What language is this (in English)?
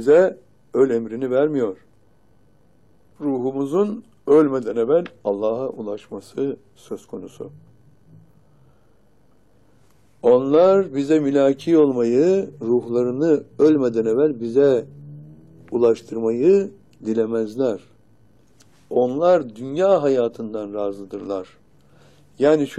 Turkish